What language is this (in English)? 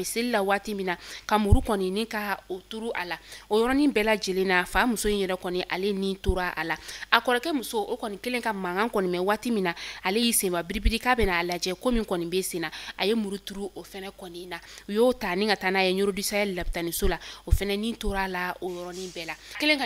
Bambara